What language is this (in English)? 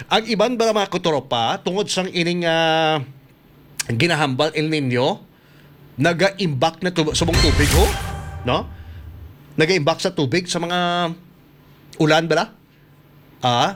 Hiligaynon